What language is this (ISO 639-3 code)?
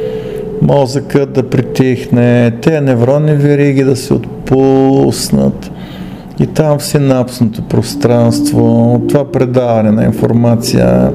bul